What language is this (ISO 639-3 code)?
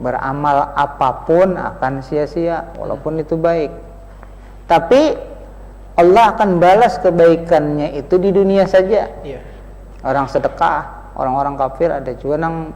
bjn